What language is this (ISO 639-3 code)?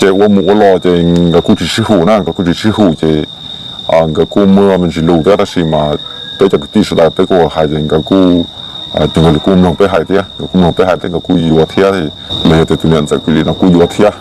hmn